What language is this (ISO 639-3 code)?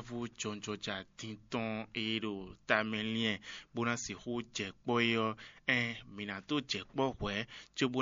fon